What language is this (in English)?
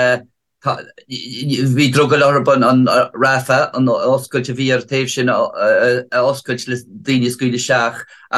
Irish